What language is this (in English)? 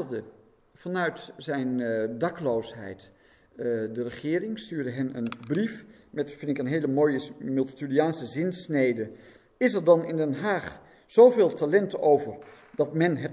Dutch